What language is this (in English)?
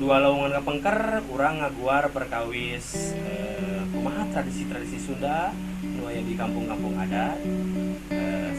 Sundanese